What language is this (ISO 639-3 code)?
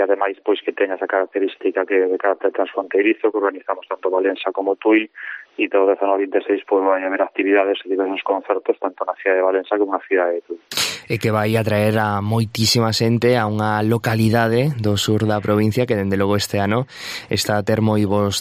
glg